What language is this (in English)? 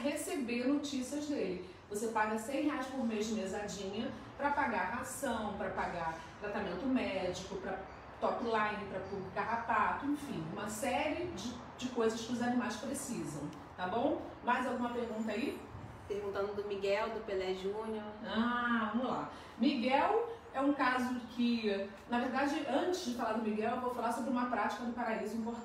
Portuguese